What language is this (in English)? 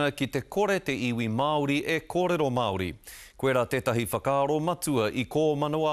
Māori